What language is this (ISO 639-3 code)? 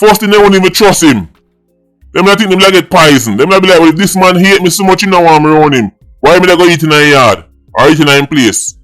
jam